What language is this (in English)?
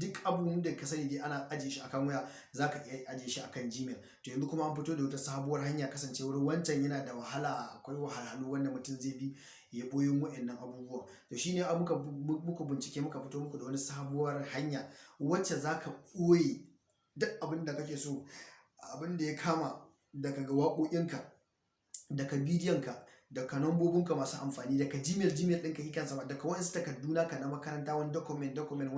Hausa